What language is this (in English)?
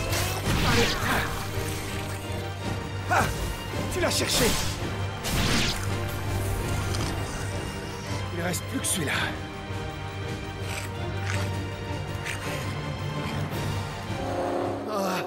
French